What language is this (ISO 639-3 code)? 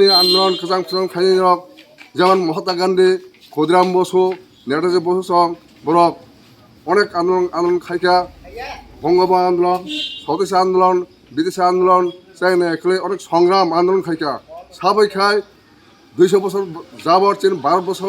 trp